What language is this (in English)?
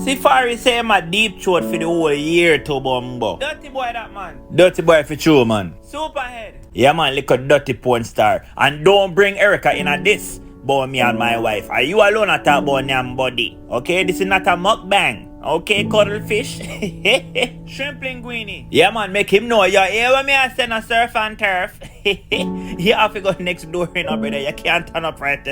Jamaican Creole English